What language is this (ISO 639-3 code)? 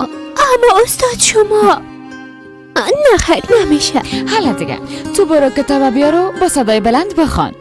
fas